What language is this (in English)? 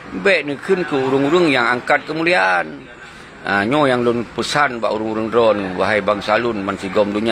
Achinese